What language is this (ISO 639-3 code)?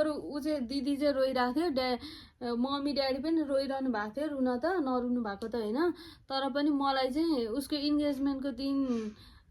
nep